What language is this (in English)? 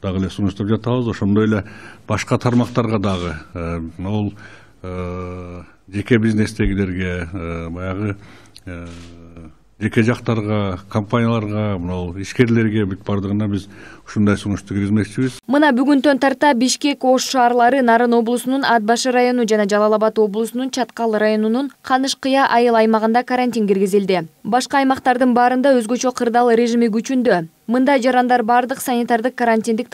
Kyrgyz